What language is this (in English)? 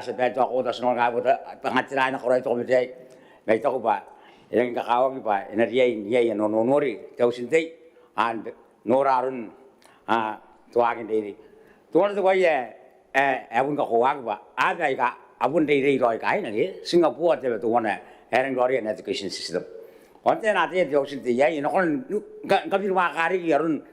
Gilbertese